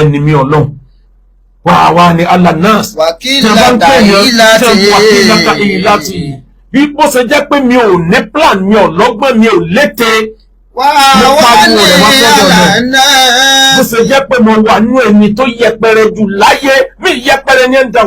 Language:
Yoruba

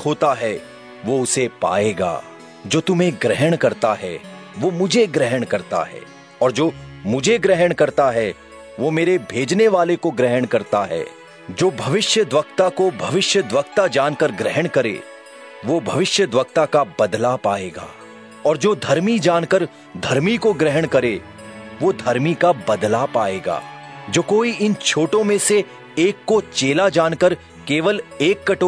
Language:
Hindi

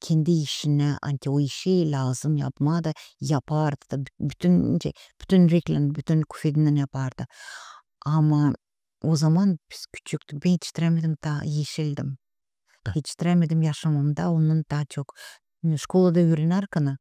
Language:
Gagauz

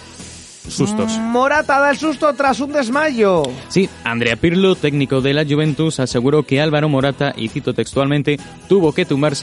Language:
Spanish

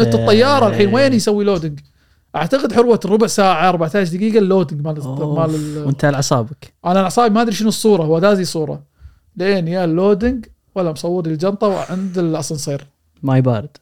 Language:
Gulf Arabic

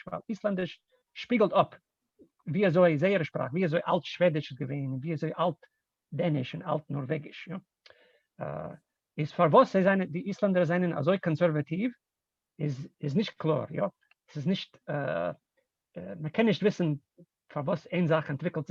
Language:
Yiddish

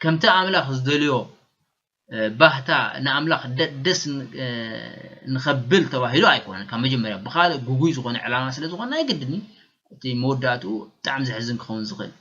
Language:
Tigrinya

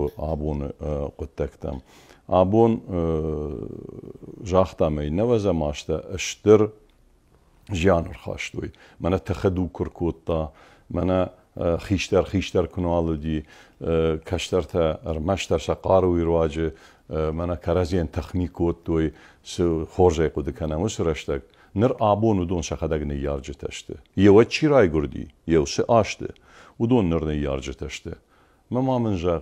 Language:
Ossetic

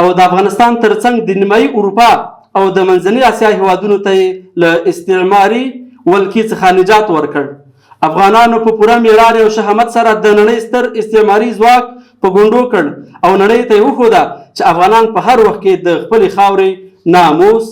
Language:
Pashto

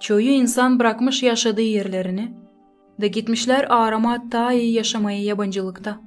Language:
Gagauz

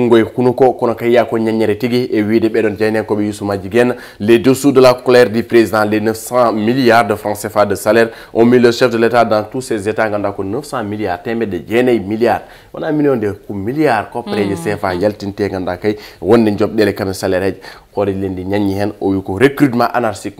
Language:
Fula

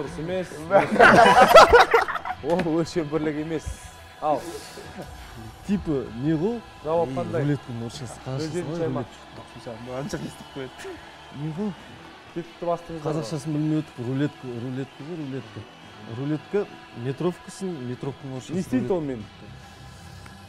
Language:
Kazakh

